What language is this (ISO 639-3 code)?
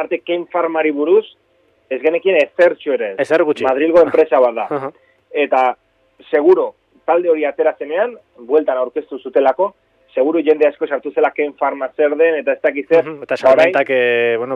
eus